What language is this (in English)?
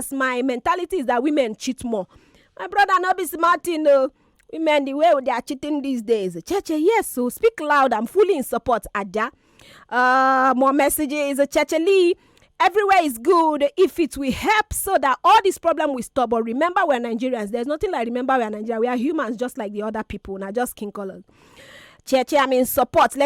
Nigerian Pidgin